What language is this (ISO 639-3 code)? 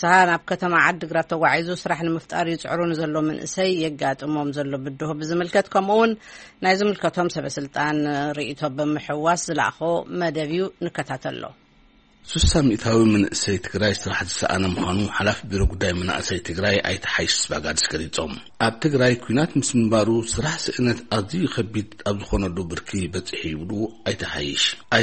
tir